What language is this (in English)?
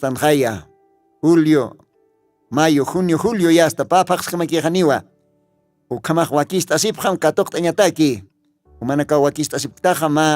Aymara